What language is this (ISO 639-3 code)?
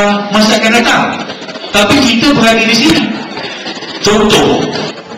msa